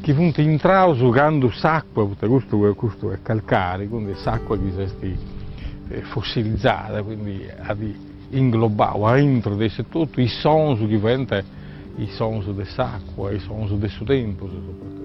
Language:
Sardinian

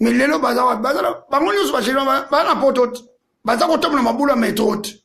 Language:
Lingala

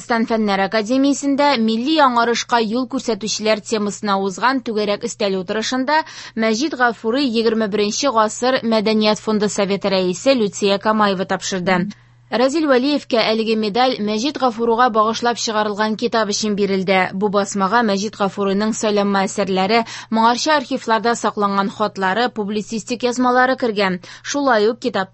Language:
Tatar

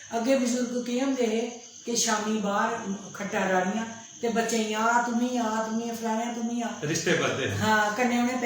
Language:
Dogri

